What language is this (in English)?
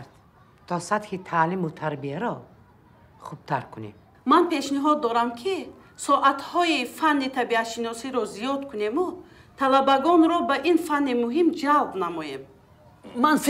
Tajik